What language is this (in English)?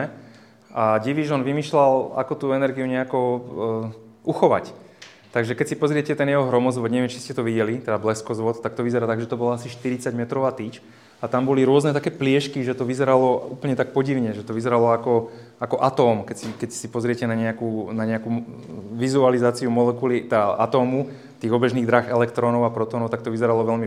Slovak